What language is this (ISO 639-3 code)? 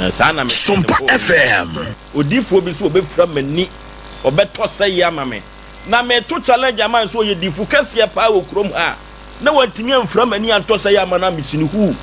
aka